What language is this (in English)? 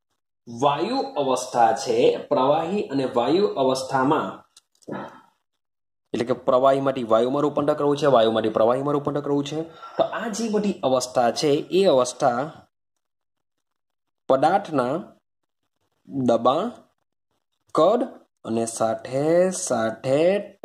Gujarati